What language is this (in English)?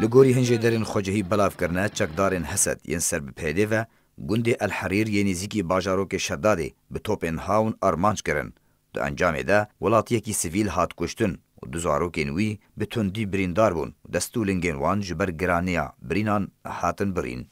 Kurdish